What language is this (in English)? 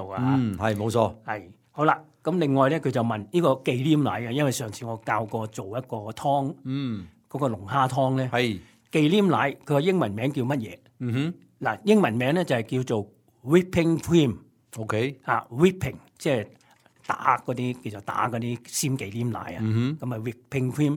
Cantonese